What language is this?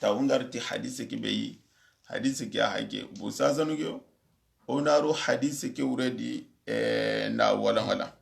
Soninke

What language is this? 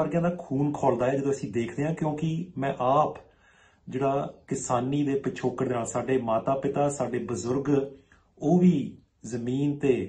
Punjabi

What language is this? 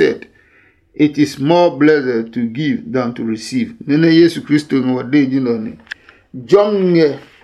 Adangme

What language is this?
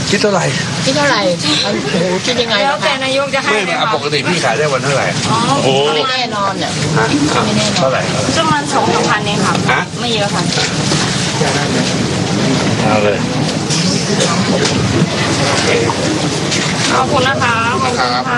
Thai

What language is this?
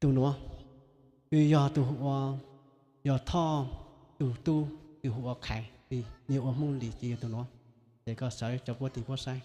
Hmong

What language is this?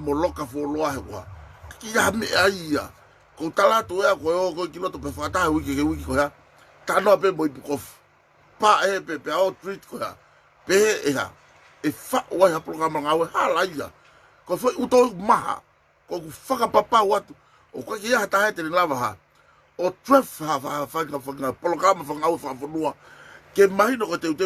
Tongan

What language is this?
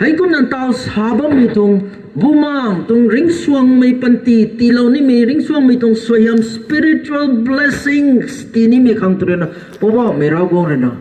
Rongmei Naga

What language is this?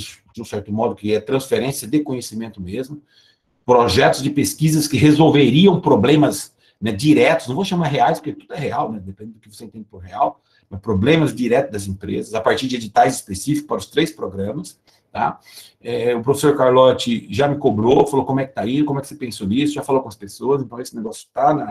Portuguese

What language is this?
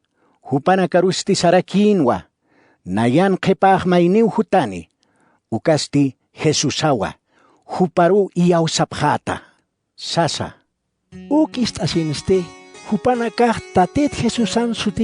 Aymara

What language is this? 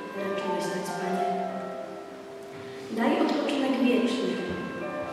Polish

